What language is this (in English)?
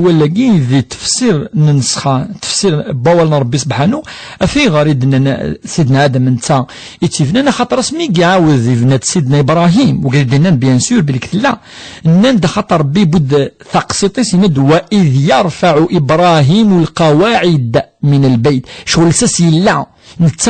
Kabyle